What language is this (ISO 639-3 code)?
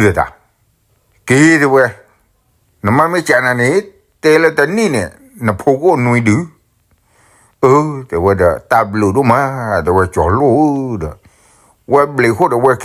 ksw